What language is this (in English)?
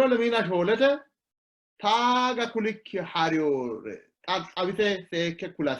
Sidamo